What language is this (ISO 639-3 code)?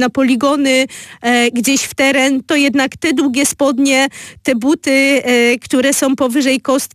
pol